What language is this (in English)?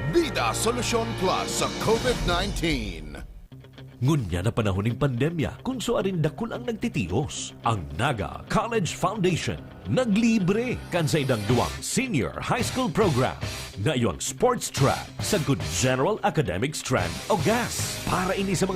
Bikol